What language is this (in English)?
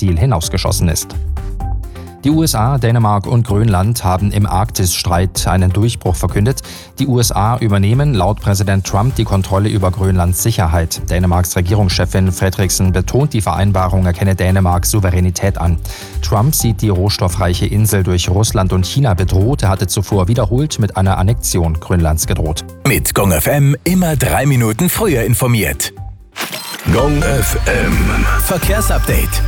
German